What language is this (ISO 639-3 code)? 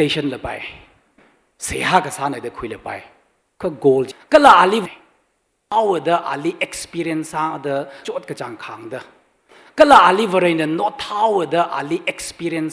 nmf